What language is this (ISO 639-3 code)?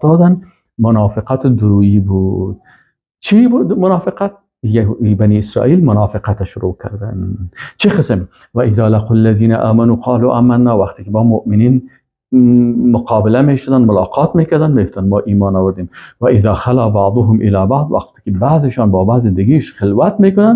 fas